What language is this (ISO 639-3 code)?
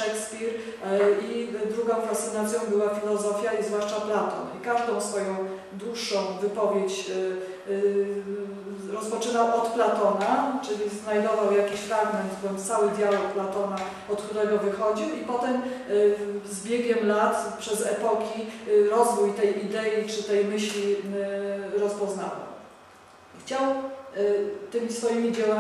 pol